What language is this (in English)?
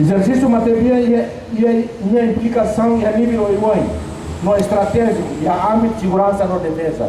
Tetum